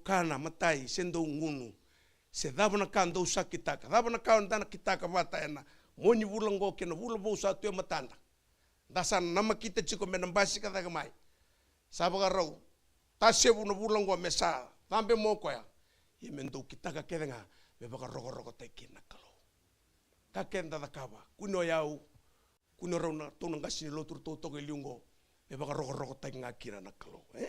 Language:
Fijian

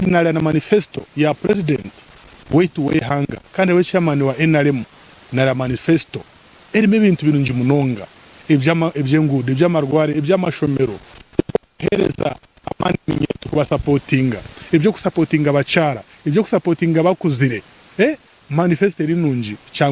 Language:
Nyankole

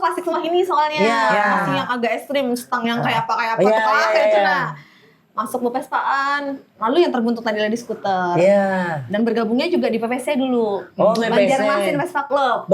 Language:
Banjar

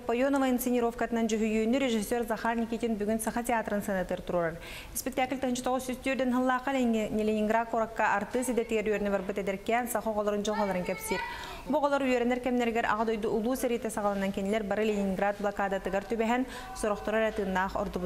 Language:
Yakut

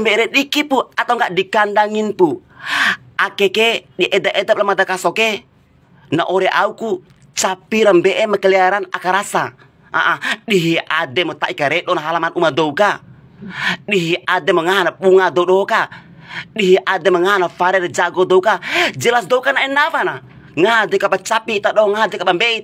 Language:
Bima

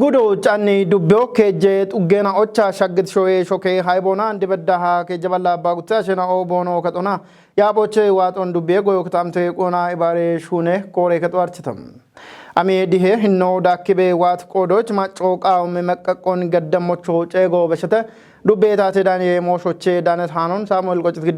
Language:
Kafa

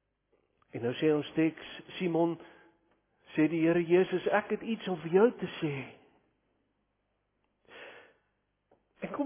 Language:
Afrikaans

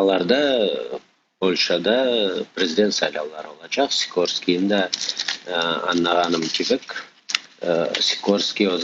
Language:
Crimean Tatar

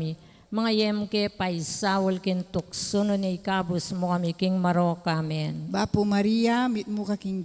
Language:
Pampanga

